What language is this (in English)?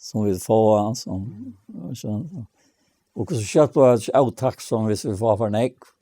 Faroese